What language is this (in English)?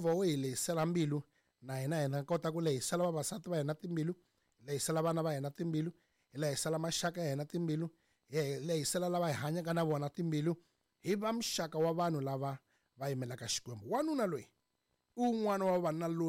Tsonga